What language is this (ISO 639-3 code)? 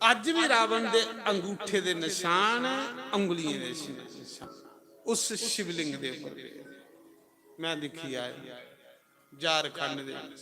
doi